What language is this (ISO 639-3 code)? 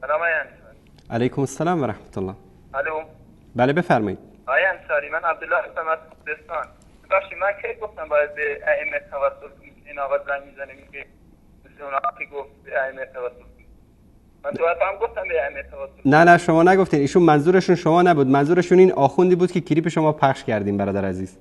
fas